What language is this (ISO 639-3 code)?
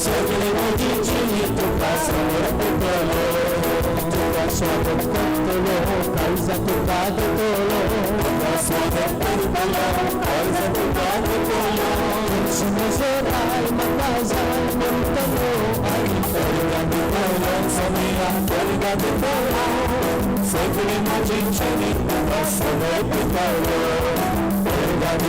kok